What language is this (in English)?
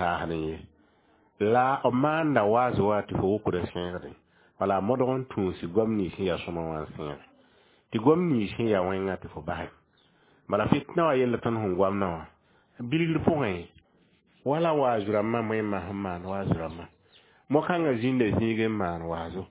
Mossi